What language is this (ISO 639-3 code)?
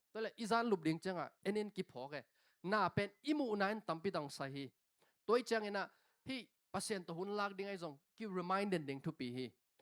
ctd